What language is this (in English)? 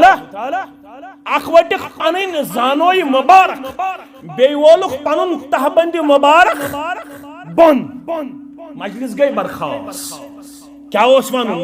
Kashmiri